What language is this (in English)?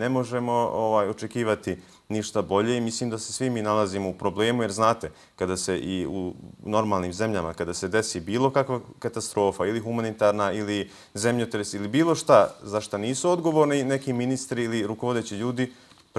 Bosnian